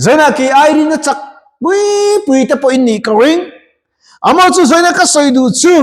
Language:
Mizo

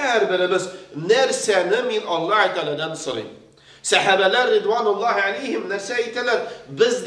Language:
Tatar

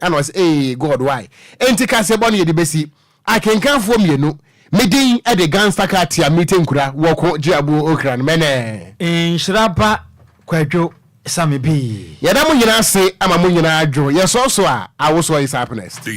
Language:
Akan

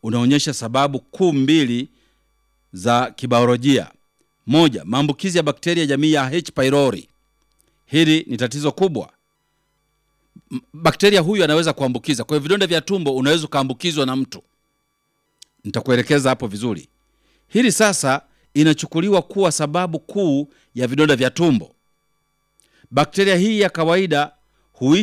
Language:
Swahili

